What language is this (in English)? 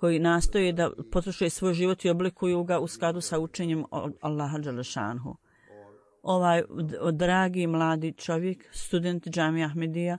Bosnian